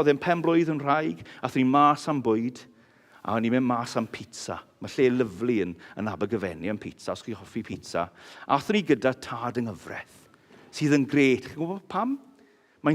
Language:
Welsh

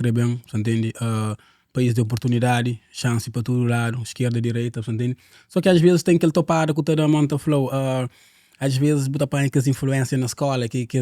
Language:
Kabuverdianu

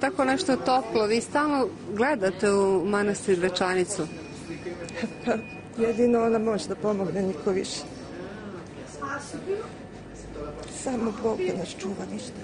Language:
Serbian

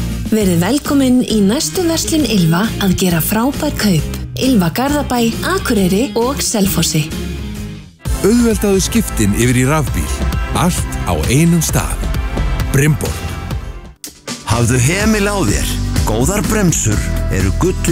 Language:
Icelandic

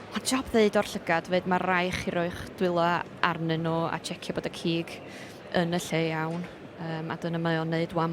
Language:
Welsh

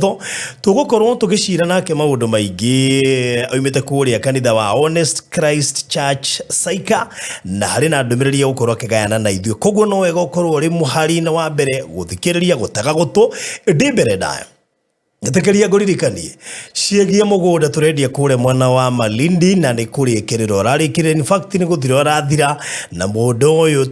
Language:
Kikuyu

